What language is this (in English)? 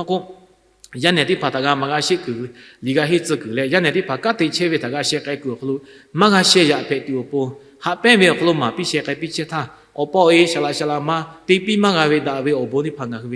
Lahu